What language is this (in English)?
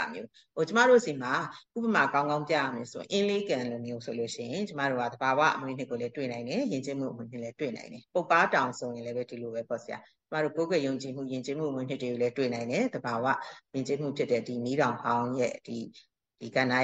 Burmese